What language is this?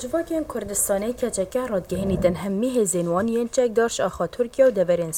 Kurdish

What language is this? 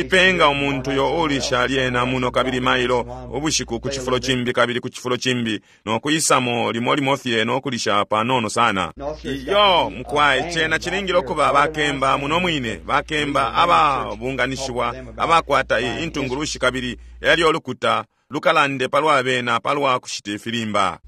Bemba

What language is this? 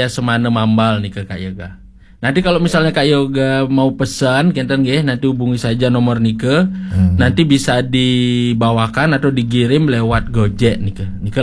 Balinese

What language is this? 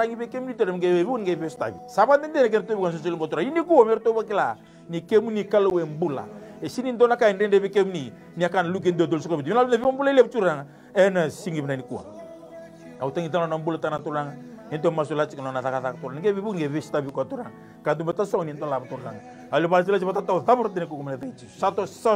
Fijian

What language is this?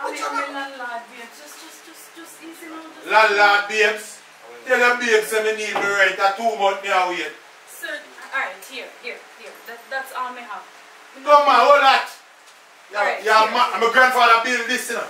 Jamaican Creole English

